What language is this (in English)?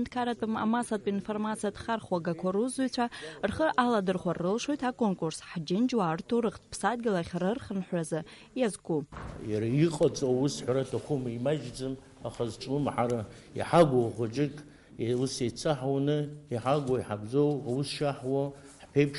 Abkhazian